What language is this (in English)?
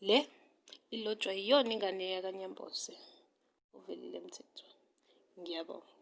Zulu